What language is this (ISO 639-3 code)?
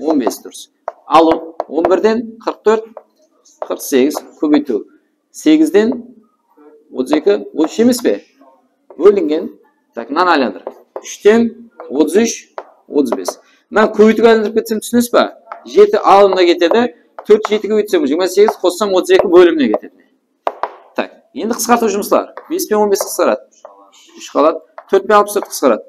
kaa